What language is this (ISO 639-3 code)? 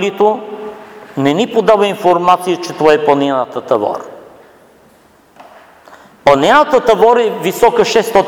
bul